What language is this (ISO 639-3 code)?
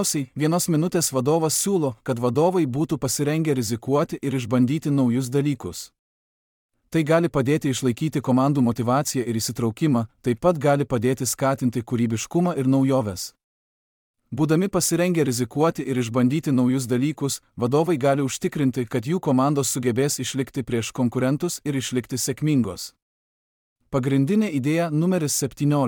lit